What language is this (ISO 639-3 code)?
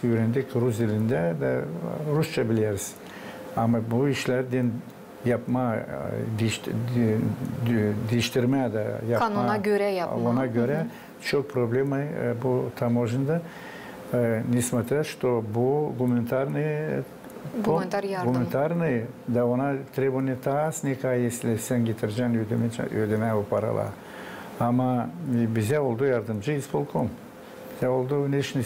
gag